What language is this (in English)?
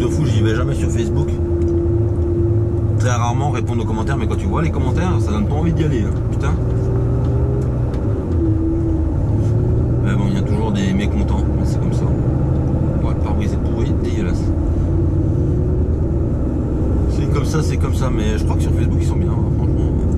French